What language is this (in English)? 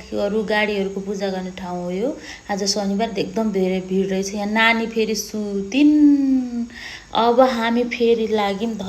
Nepali